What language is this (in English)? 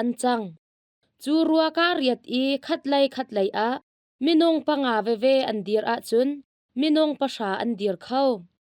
Hakha Chin